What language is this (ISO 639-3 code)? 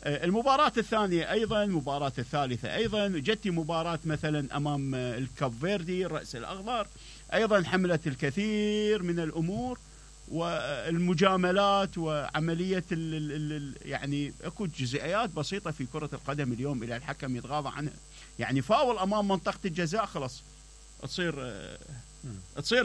acm